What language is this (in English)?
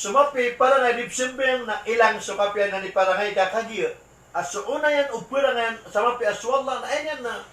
Maranao